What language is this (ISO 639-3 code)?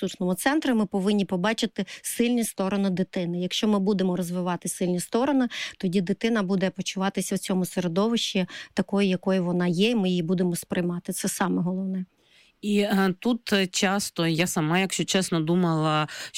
ukr